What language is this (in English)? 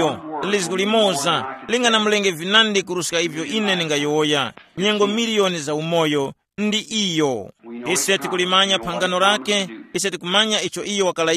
Tumbuka